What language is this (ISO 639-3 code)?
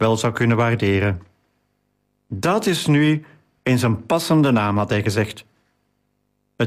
nld